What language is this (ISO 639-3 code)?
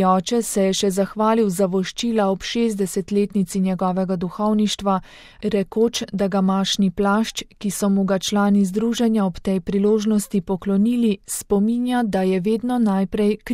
slv